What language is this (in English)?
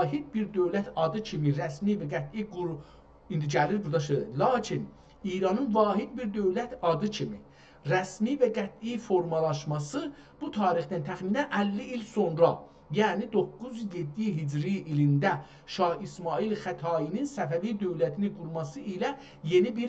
South Azerbaijani